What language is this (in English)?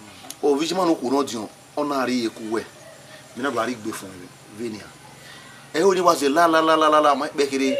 Bini